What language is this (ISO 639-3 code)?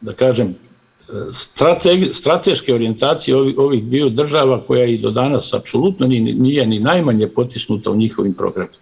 bos